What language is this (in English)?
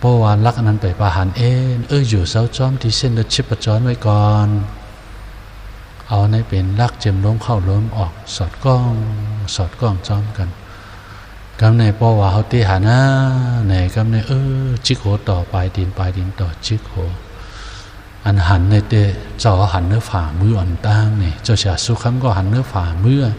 Shan